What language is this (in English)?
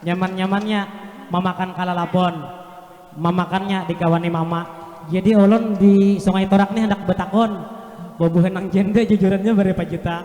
Banjar